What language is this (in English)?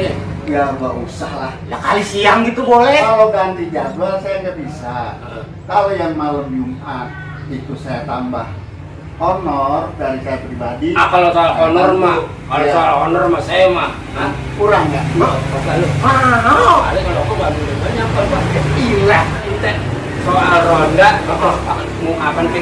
Betawi